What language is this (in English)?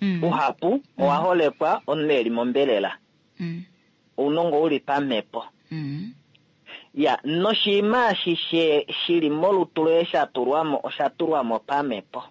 Kuanyama